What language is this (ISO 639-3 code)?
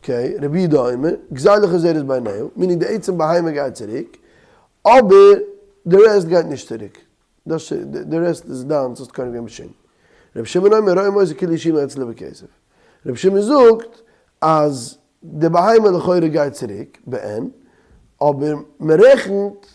yid